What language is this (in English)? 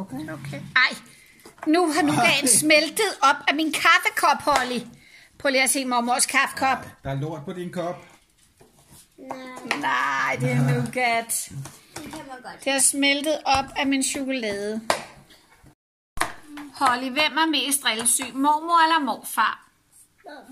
Danish